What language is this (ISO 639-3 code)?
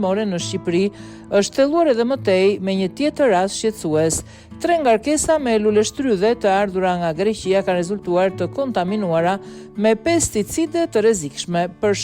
sqi